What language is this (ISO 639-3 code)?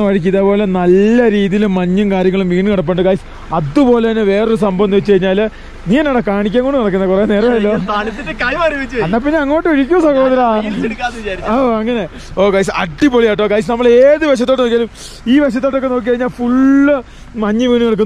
mal